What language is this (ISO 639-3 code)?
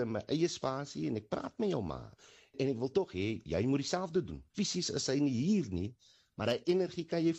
afr